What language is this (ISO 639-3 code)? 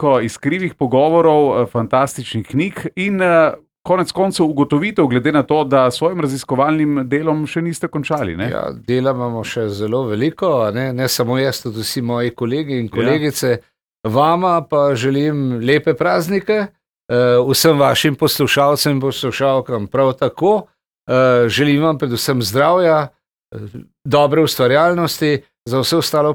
slv